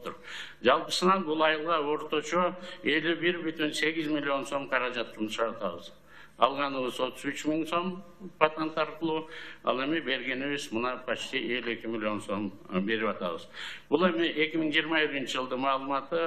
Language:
Kyrgyz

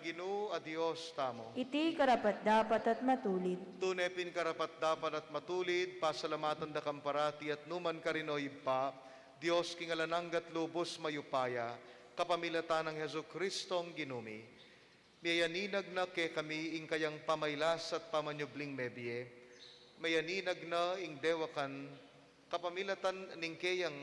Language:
Pampanga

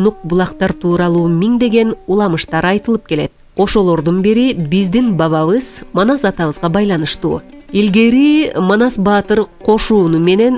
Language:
Kyrgyz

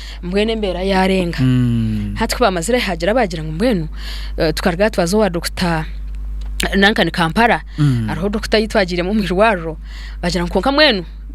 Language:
Nyankole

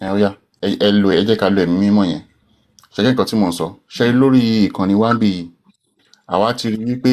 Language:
Yoruba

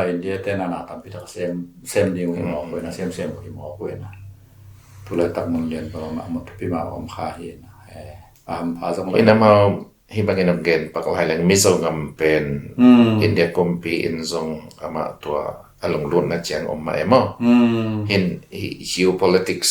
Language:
Tedim Chin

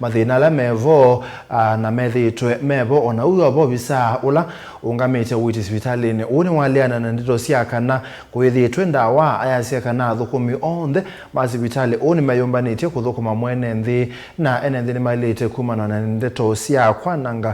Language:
Kamba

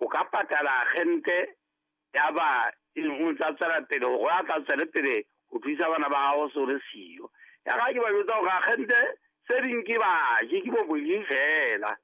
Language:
Southern Sotho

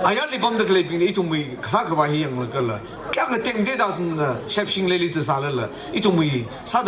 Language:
Tangkhul Naga (India)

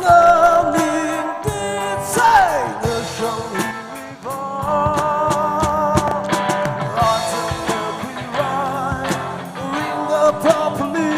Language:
Tangkhul Naga (India)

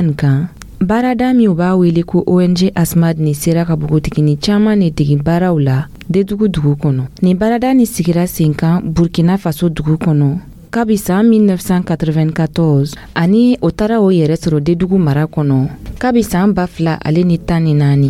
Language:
Dyula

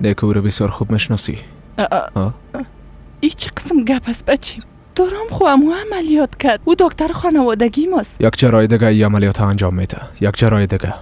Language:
Persian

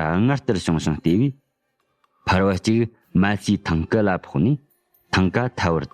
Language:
Tibetan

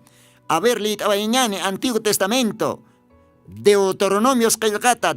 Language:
Aymara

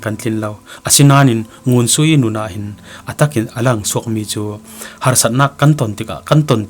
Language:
Falam Chin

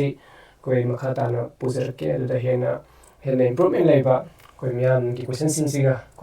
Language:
Manipuri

